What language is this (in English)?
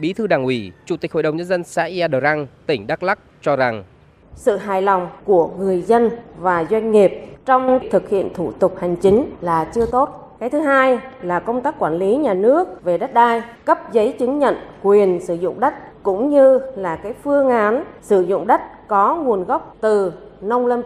Vietnamese